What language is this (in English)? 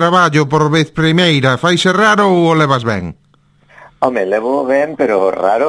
Galician